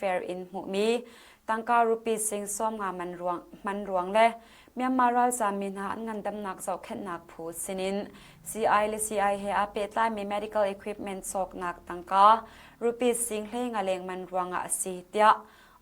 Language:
Hakha Chin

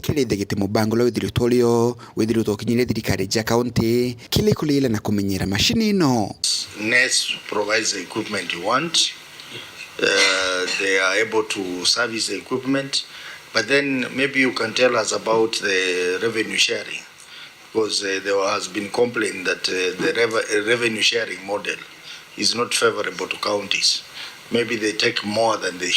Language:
Meru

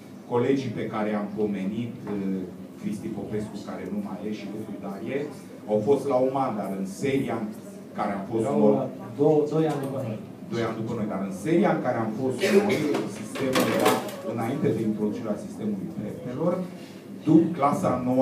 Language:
Romanian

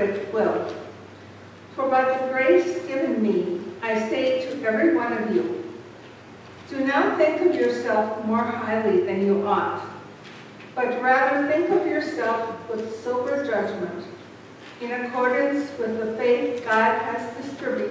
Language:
English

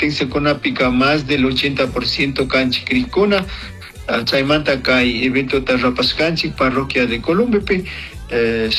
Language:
Chimborazo Highland Quichua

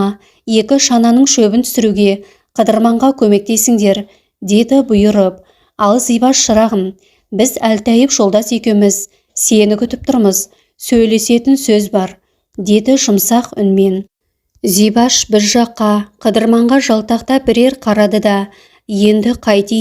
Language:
Kazakh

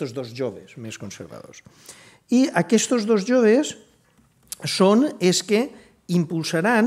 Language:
Catalan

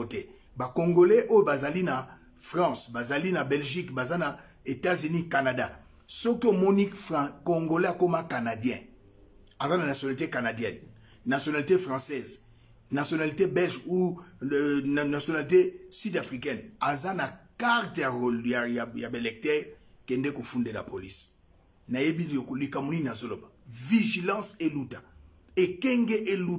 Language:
Lingala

